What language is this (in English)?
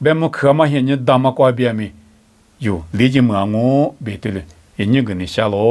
Lisu